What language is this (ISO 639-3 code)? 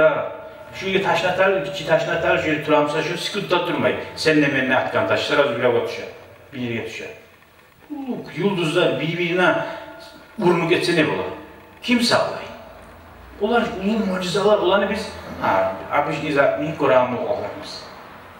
kum